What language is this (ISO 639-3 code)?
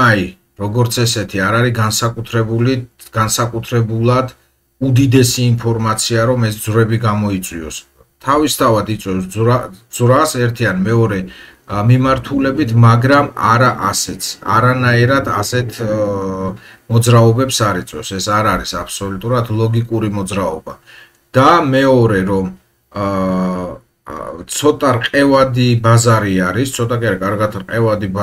kat